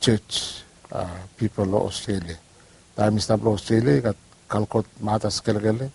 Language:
Bislama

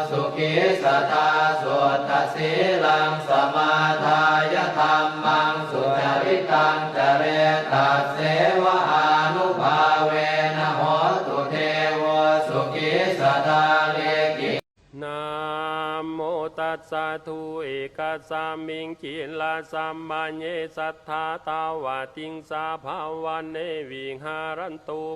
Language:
Pali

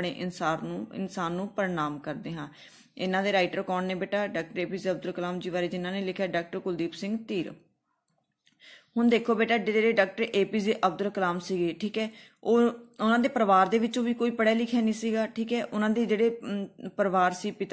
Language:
Punjabi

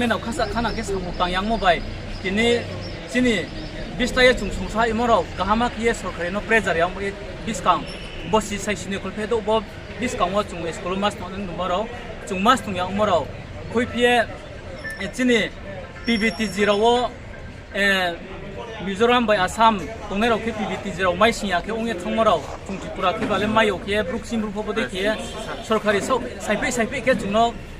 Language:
Riang (India)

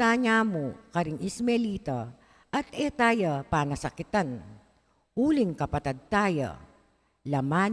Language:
Pampanga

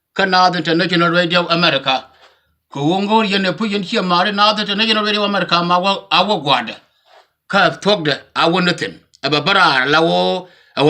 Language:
Nuer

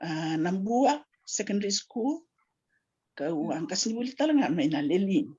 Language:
Fijian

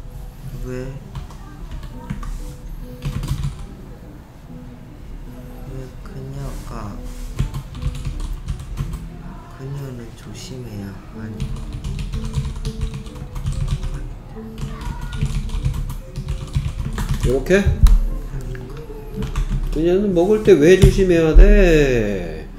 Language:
Korean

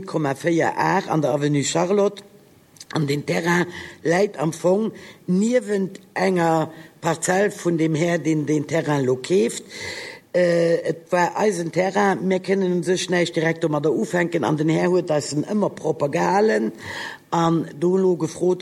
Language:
Luxembourgish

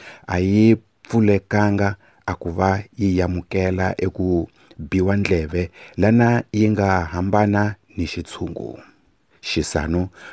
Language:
Tsonga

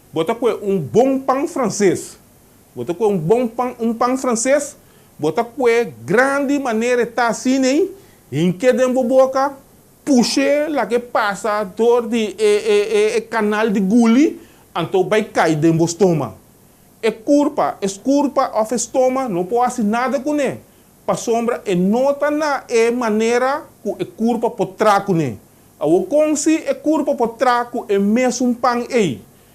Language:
Papiamento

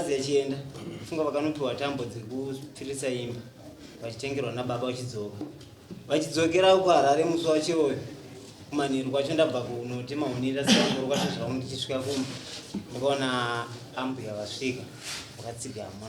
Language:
Shona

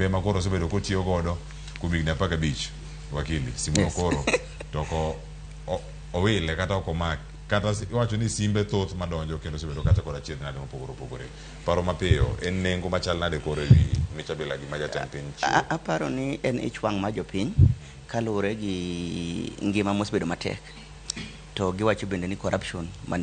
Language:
Luo (Kenya and Tanzania)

